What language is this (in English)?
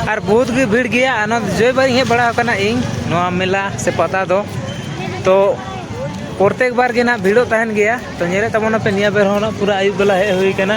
Santali